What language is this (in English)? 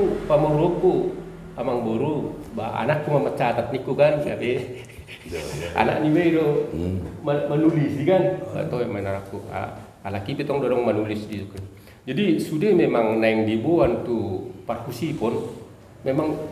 Batak Toba